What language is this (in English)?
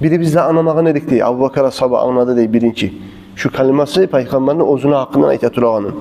Kumyk